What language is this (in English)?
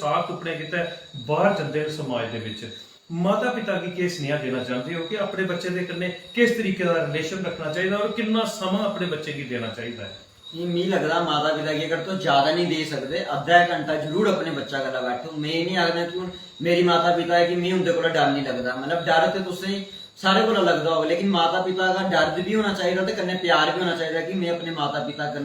Dogri